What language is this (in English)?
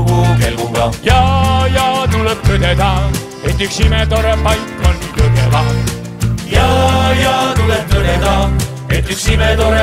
Estonian